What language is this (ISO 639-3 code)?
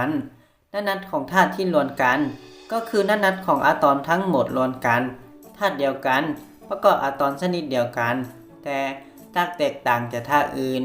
lao